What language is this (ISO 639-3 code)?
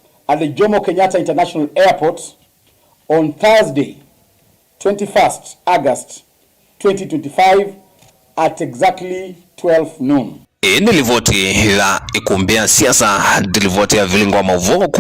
kam